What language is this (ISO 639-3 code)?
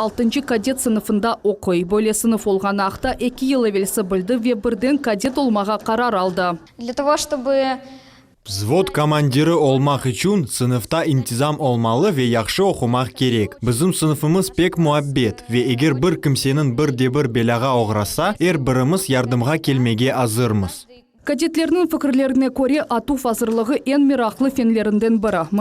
crh